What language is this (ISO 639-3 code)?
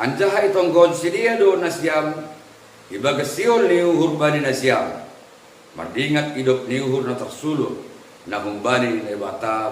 bts